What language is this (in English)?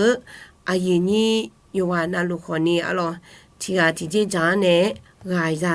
Akha